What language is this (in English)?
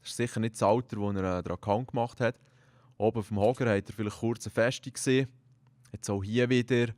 Swiss German